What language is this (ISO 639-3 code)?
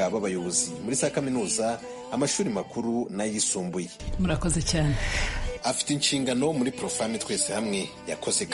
kin